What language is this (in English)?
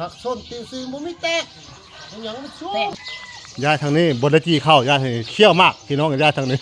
Northeastern Thai